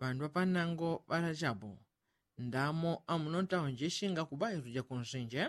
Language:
Yao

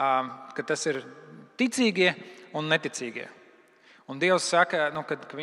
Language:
Latvian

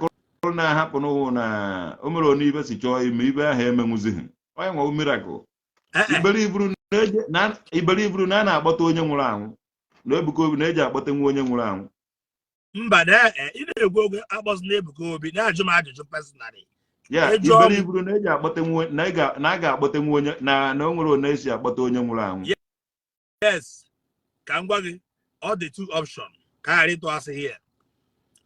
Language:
Igbo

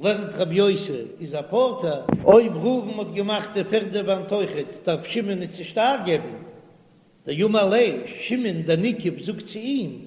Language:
Yiddish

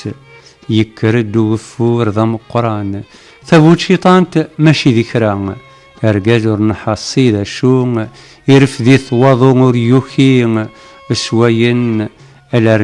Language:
Kabyle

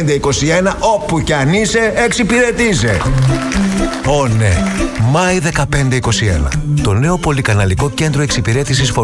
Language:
Greek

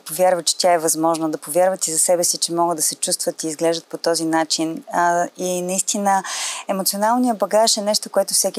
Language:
Bulgarian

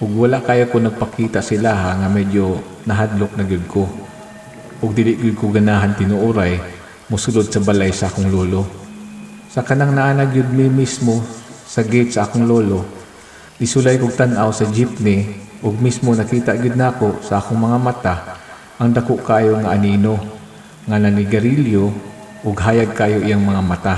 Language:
Cebuano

